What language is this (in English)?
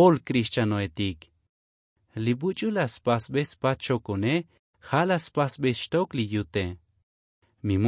Tzotzil